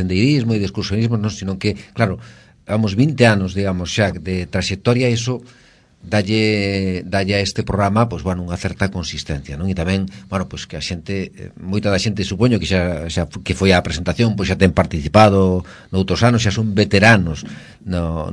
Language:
Galician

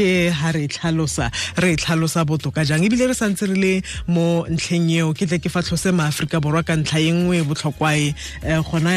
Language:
Tswana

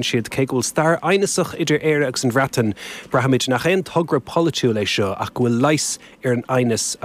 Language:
Irish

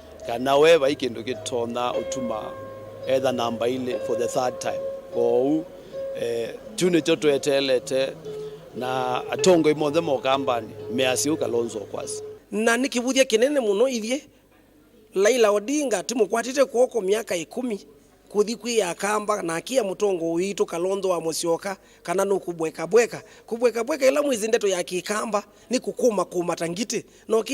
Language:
Kamba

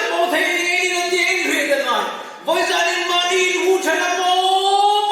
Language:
Hmar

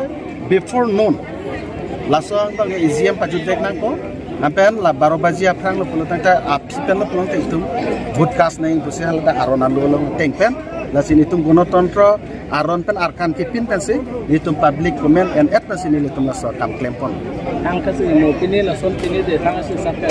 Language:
Karbi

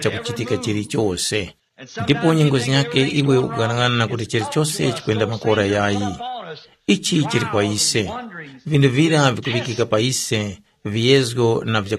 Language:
Tumbuka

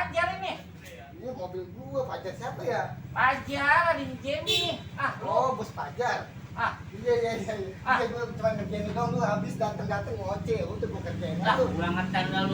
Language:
Betawi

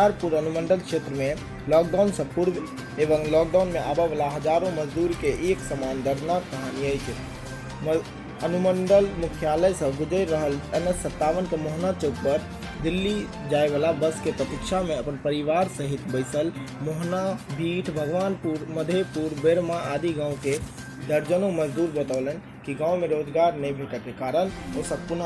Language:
Maithili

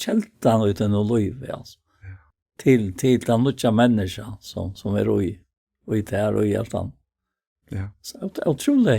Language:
Faroese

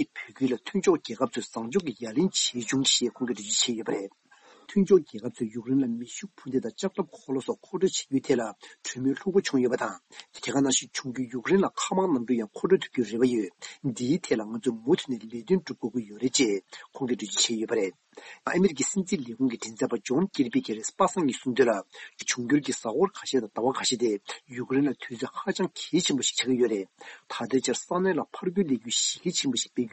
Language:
Tibetan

